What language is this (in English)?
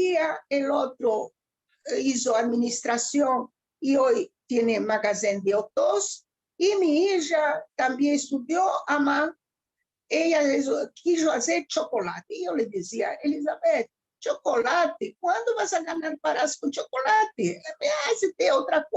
Ladino